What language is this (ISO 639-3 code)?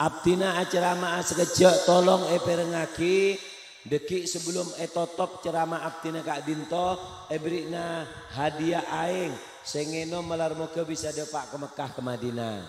mad